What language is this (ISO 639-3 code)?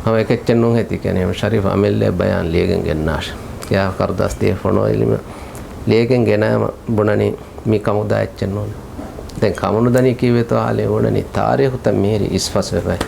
div